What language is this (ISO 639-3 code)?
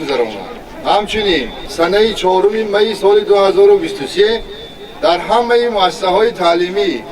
tgk